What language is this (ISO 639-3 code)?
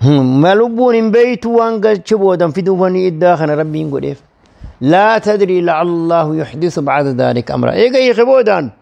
orm